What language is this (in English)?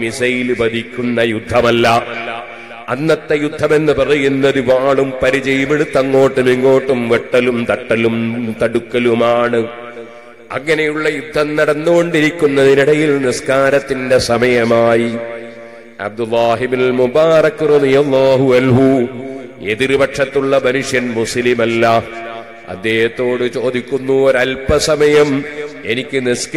Malayalam